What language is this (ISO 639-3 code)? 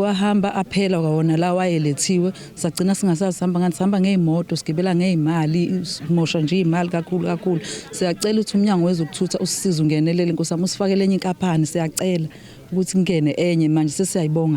zul